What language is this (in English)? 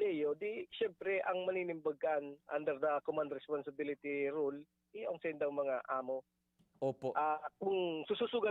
Bikol